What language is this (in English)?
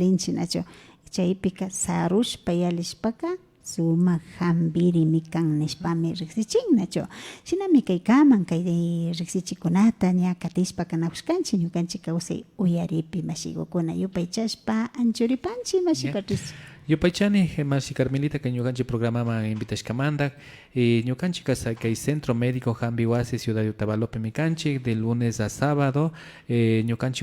Imbabura Highland Quichua